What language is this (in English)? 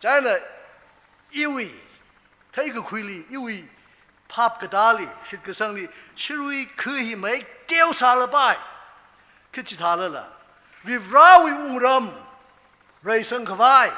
Tangkhul Naga (India)